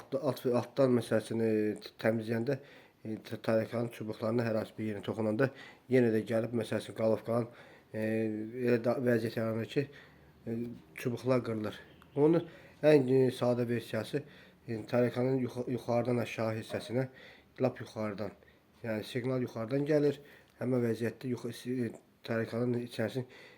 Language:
Azerbaijani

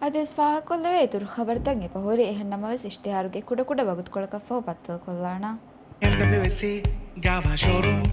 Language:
Divehi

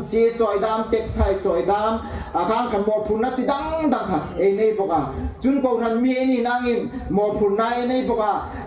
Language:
Hmar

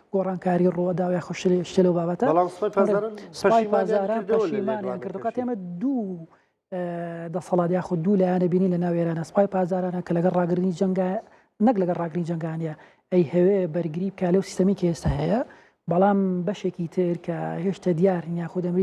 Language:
Central Kurdish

